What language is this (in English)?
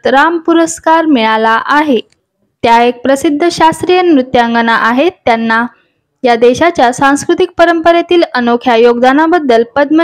Marathi